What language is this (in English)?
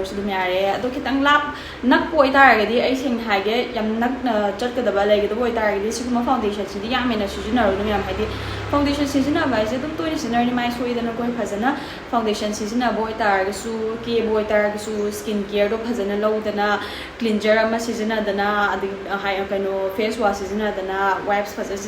Manipuri